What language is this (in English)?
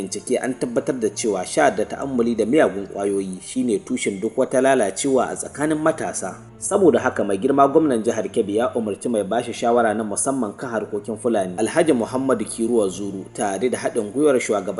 Hausa